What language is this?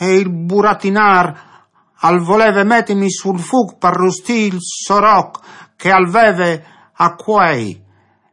Friulian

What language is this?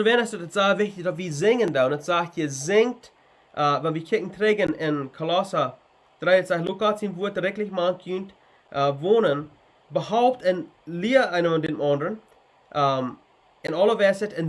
Plautdietsch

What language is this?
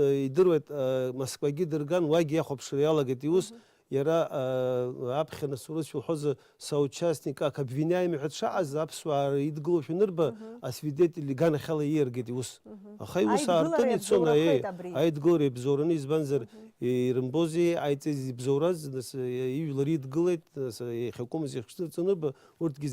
Abkhazian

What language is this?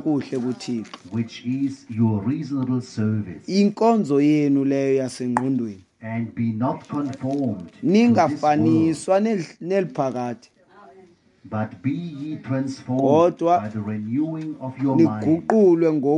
Xhosa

